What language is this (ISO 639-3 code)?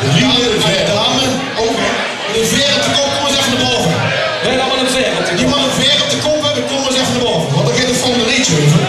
lim